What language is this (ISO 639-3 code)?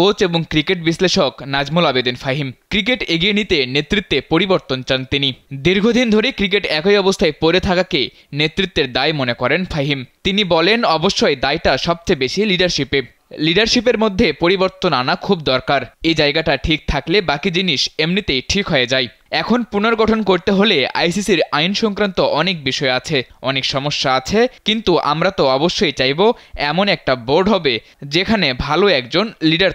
ben